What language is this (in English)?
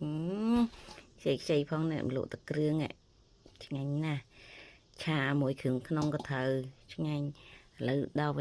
Khmer